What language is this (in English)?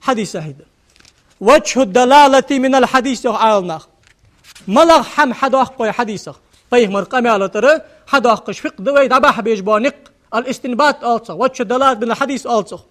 Ingush